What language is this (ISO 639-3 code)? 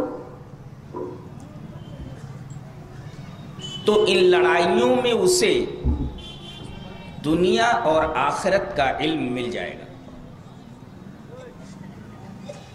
urd